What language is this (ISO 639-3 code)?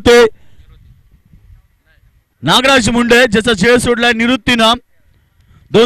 mar